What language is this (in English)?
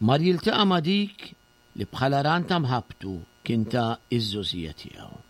Maltese